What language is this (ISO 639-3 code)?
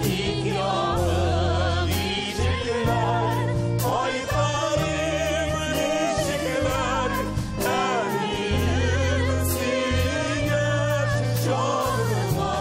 tat